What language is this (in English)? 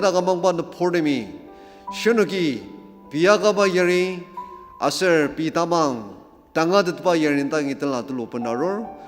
Ao Naga